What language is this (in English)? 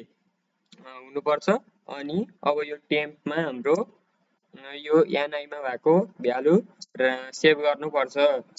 Nepali